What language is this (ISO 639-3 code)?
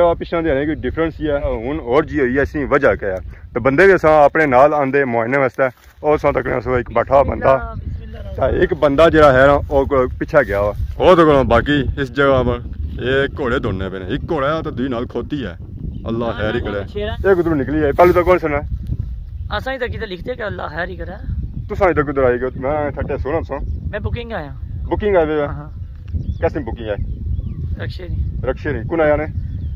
phr